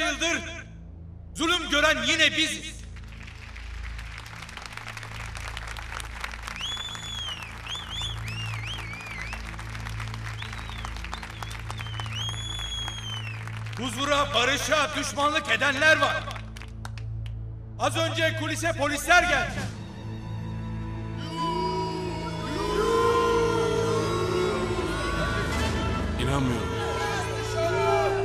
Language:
Turkish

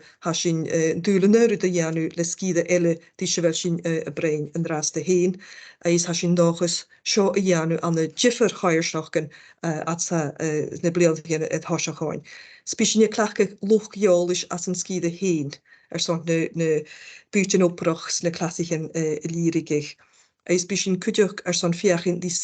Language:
Scottish Gaelic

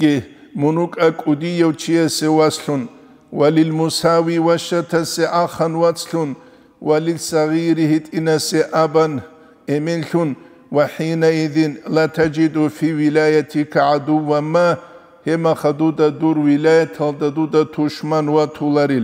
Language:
Avaric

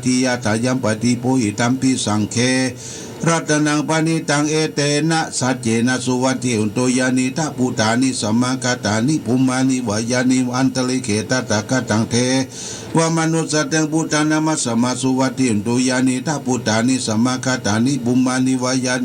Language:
Pali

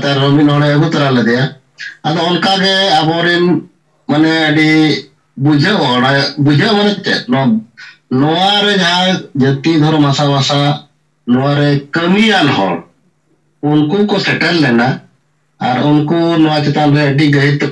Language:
Santali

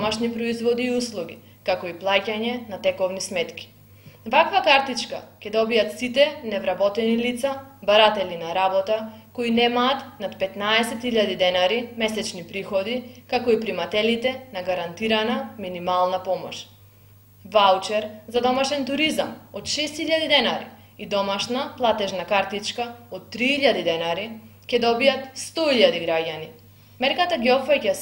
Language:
Macedonian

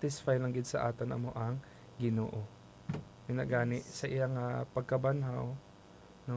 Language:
Hiligaynon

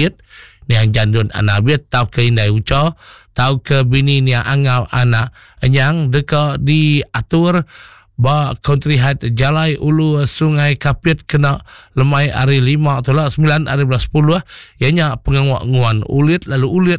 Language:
Iban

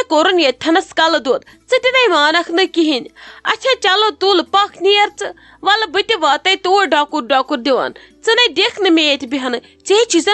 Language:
Kashmiri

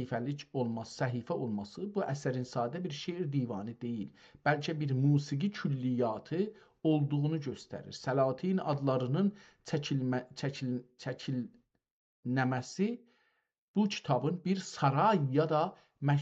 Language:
South Azerbaijani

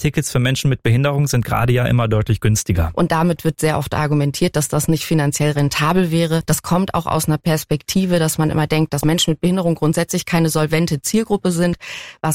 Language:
German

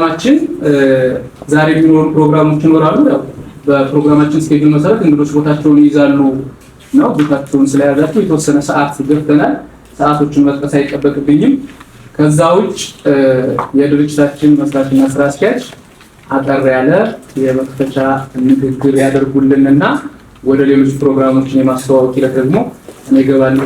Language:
Amharic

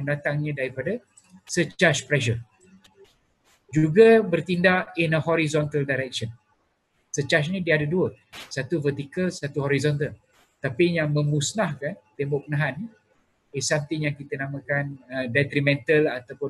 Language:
Malay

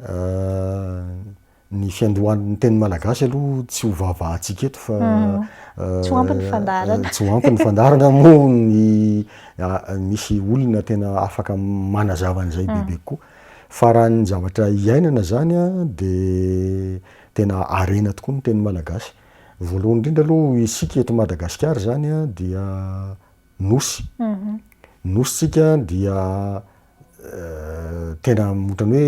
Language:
Malagasy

